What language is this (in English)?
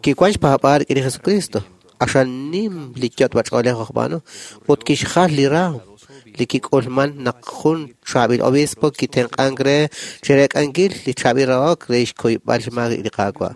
Kekchí